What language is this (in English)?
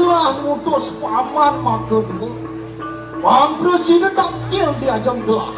Balinese